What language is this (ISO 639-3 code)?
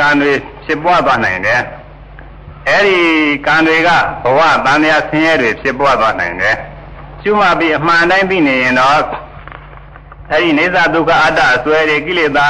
mya